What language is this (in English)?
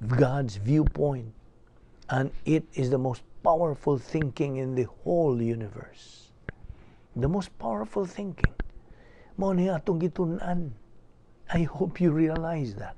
Cebuano